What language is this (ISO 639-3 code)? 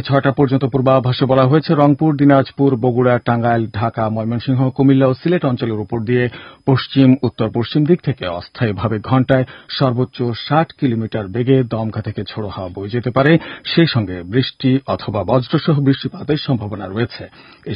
ben